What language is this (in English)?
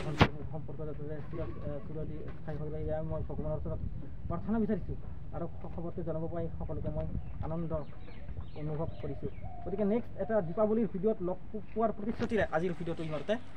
Assamese